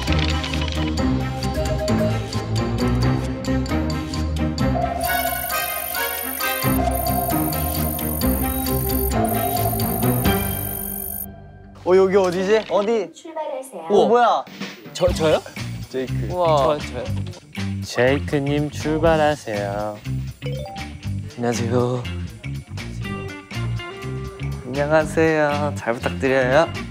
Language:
Korean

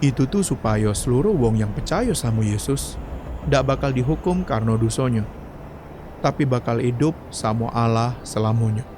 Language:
Musi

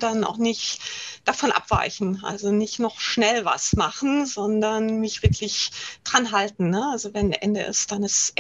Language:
German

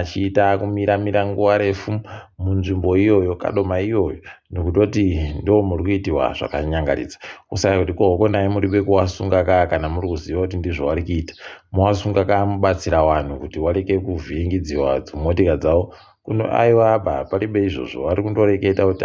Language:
Ndau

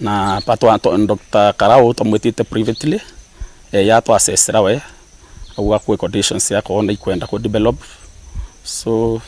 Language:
Meru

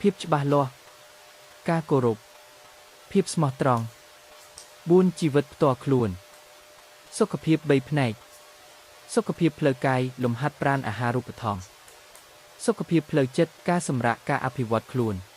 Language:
Khmer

